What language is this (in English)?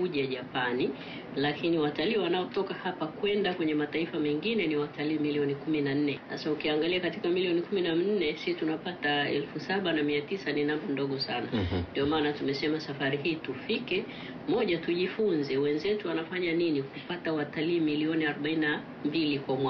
Swahili